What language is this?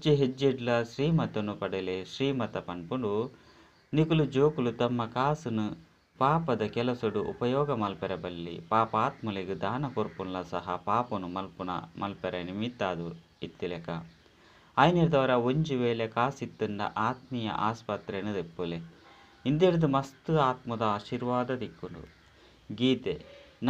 Tulu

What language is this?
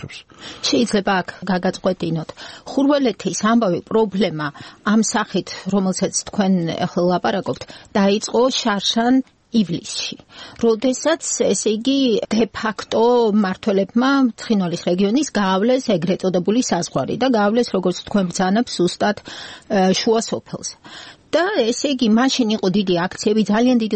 Georgian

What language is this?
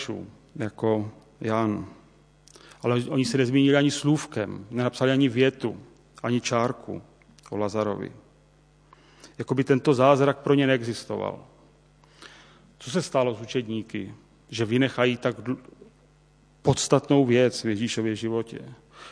Czech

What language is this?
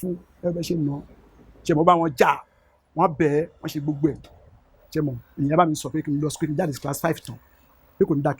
Yoruba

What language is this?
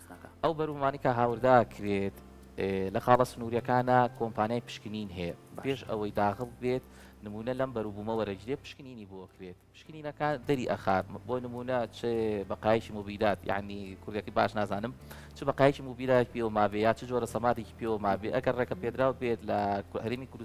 Central Kurdish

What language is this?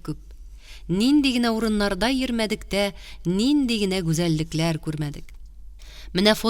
Tatar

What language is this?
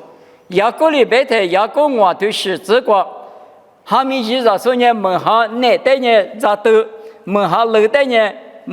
Lisu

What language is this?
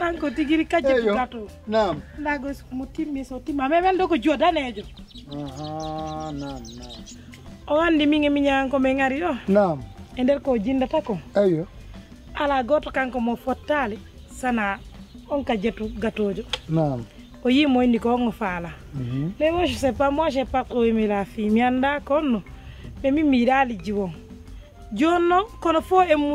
Pular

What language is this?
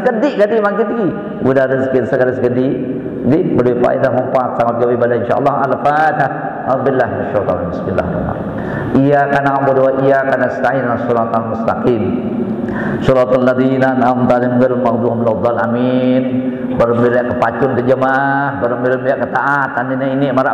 Sasak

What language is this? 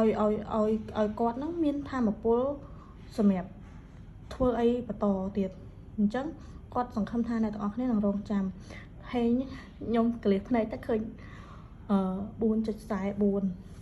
Khmer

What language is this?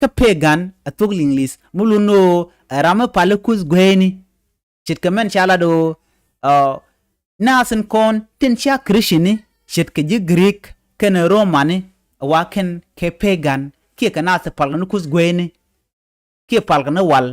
Nuer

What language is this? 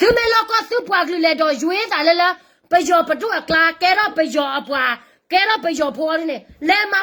S'gaw Karen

